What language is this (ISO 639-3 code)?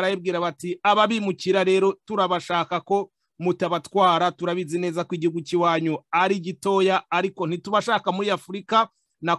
kin